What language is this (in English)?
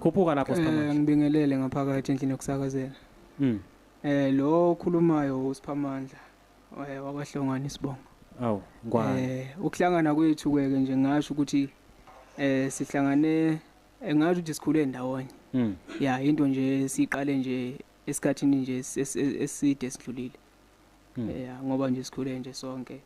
Zulu